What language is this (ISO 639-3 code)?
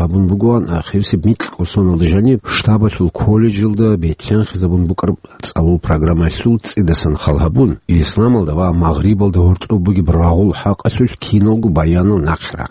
ava